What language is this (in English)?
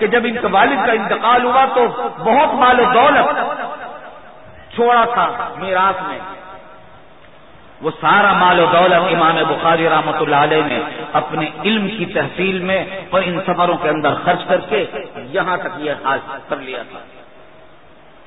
Urdu